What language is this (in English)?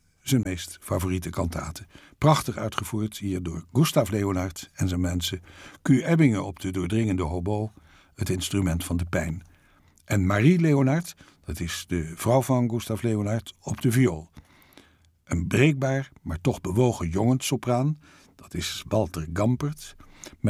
Dutch